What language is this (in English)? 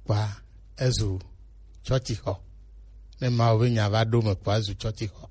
Gen